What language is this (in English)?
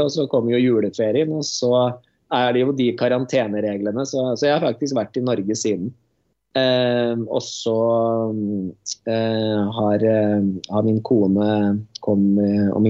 Norwegian